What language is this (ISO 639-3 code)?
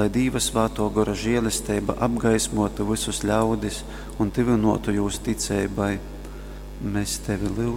ltg